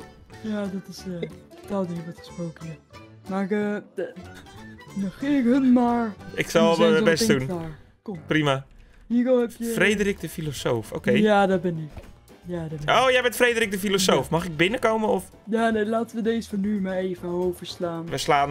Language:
Dutch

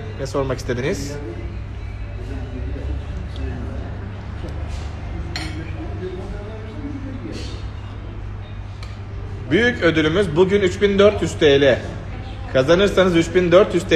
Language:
Turkish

